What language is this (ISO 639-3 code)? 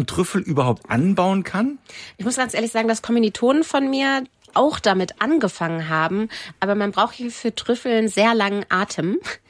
deu